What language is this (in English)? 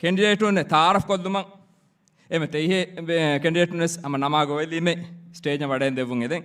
Divehi